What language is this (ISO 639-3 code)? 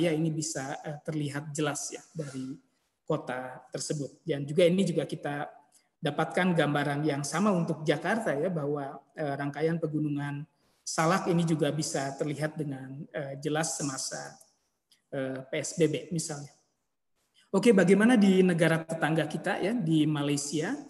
ind